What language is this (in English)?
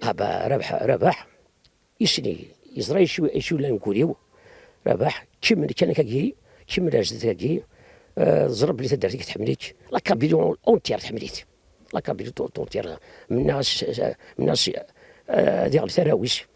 Kabyle